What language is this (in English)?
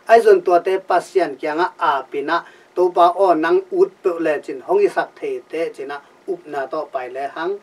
Tedim Chin